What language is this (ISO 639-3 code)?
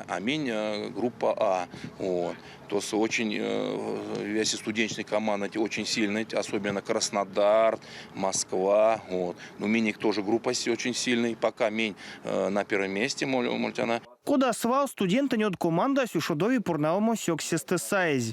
myv